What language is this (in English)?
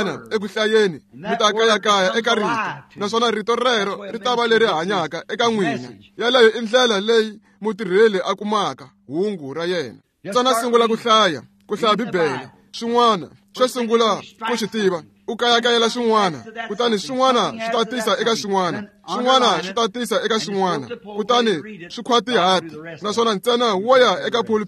Tsonga